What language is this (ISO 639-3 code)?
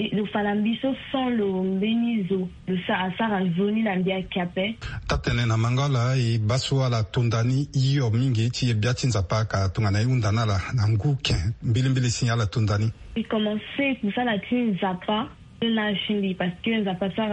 sag